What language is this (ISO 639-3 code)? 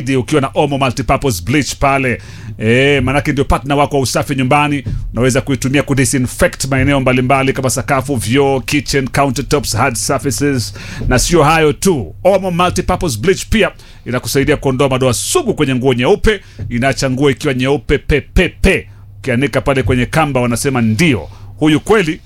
swa